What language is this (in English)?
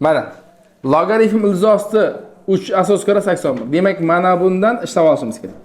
Uzbek